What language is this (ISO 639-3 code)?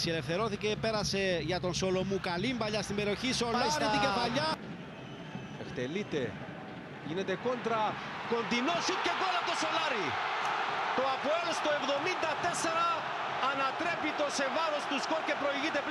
ell